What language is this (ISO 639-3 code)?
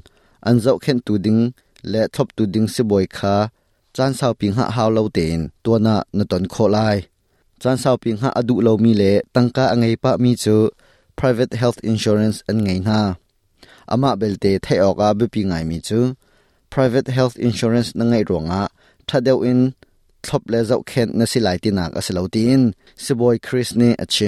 cnh